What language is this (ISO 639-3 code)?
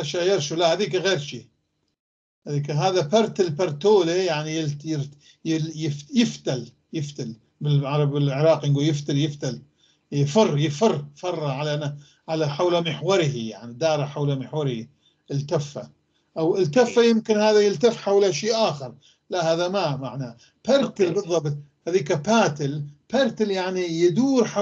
apc